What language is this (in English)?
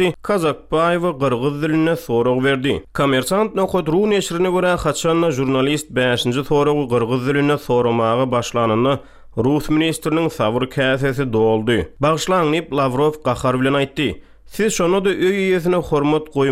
Turkmen